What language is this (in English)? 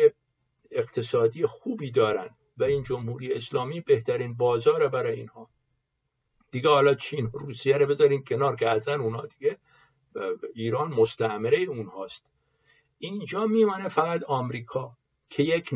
Persian